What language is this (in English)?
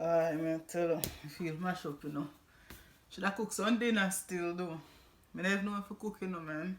Jamaican Creole English